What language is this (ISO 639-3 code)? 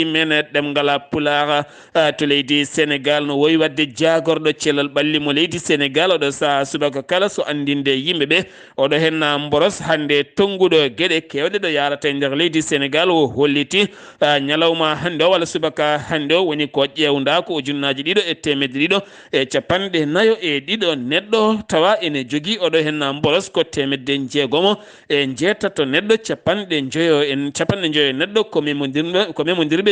ful